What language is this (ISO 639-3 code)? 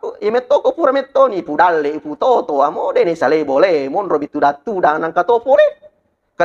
bug